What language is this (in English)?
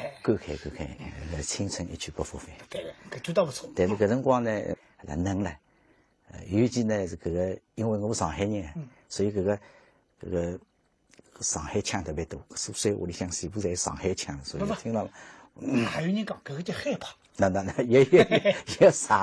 Wu Chinese